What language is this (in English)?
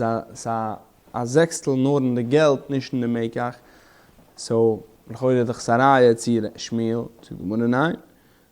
Yiddish